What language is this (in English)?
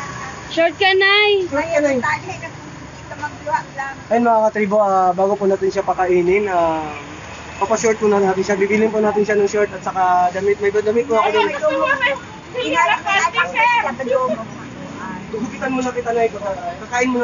Filipino